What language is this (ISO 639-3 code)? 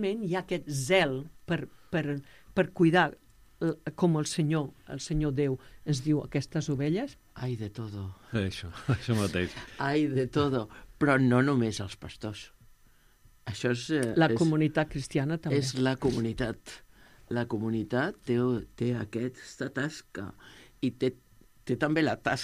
cat